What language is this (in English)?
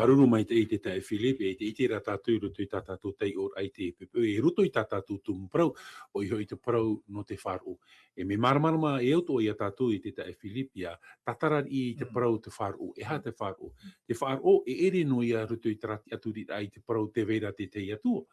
Tahitian